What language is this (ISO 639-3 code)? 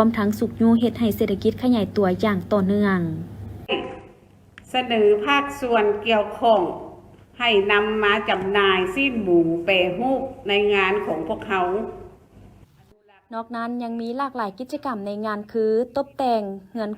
lao